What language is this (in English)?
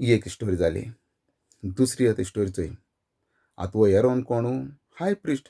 Konkani